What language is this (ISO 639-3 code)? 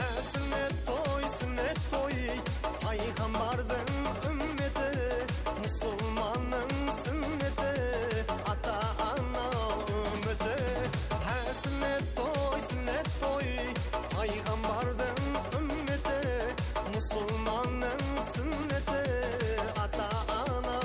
kaa